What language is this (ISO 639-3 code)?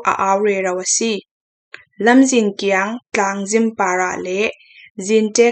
cfm